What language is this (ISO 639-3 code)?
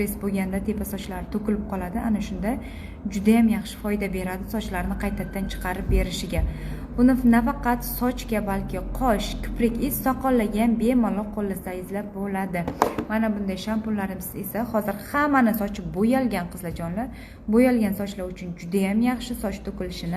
uzb